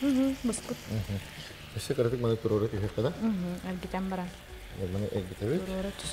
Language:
Yakut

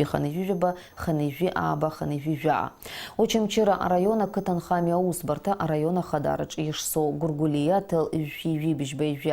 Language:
Abkhazian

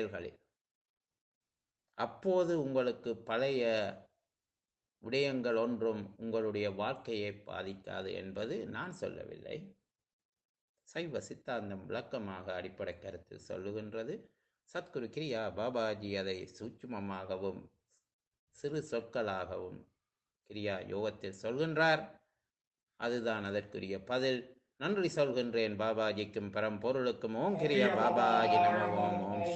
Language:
Tamil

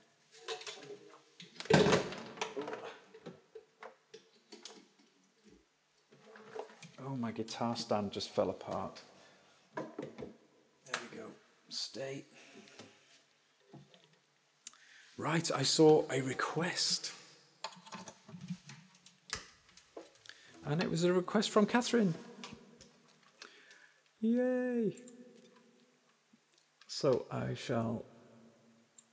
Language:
English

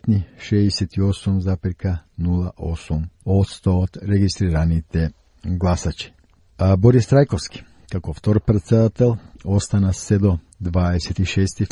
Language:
Macedonian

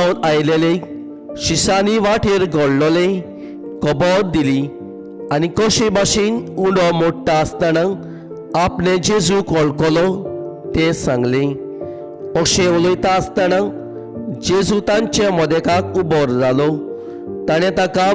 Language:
Konkani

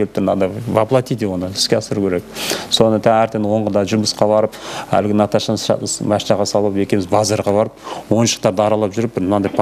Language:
Kazakh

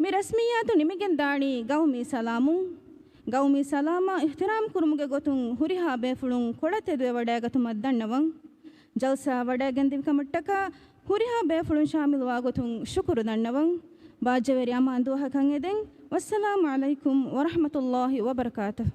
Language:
Divehi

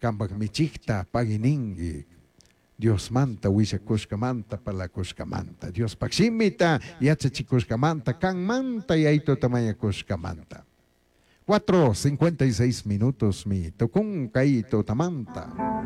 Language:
Chimborazo Highland Quichua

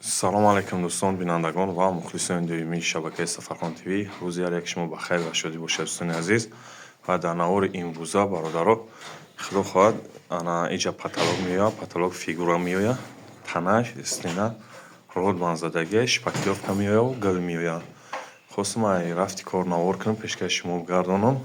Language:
Tajik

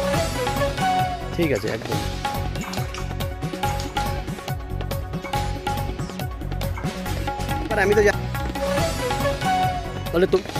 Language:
Bangla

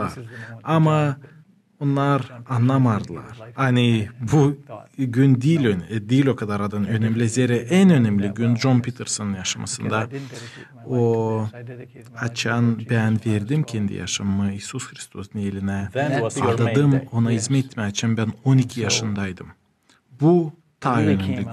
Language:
Gagauz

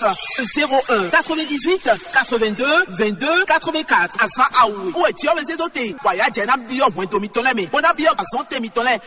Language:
Fon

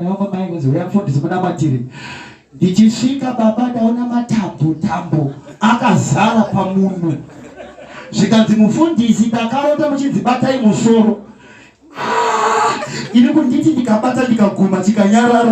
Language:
Shona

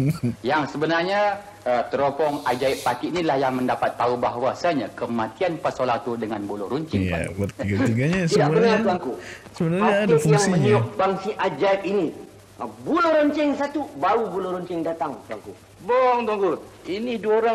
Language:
Malay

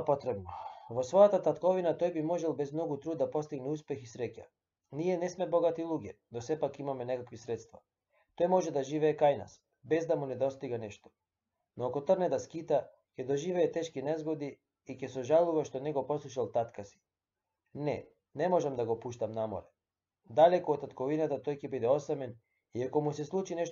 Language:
Macedonian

